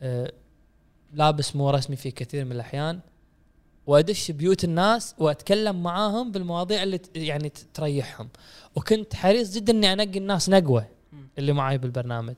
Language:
Gulf Arabic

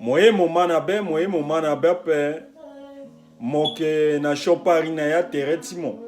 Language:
Sango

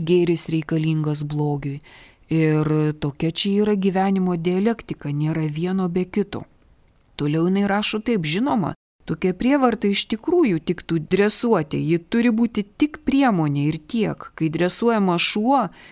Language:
Lithuanian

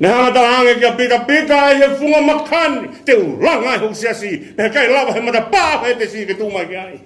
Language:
Tongan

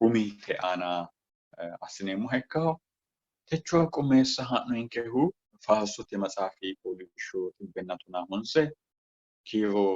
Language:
Sidamo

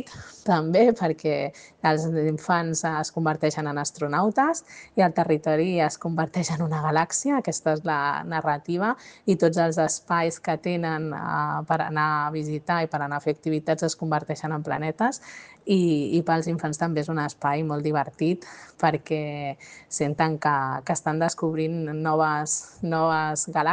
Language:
Catalan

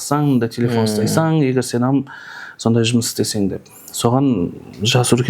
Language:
Kara-Kalpak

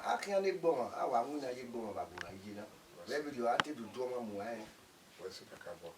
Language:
Bini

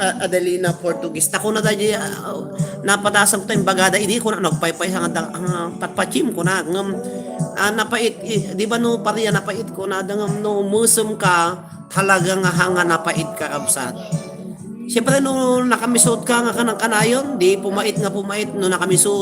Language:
Iloko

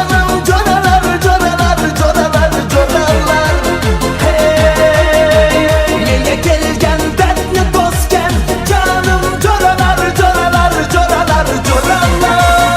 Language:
Kara-Kalpak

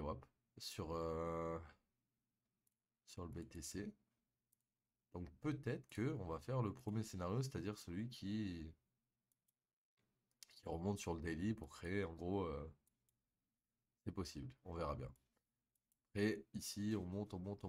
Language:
French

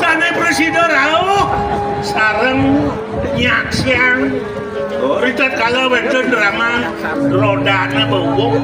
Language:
Balinese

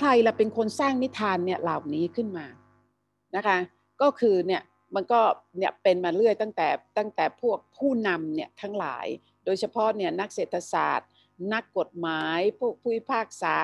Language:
Thai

